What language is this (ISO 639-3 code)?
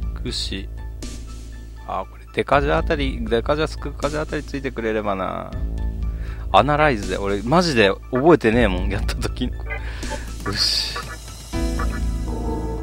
jpn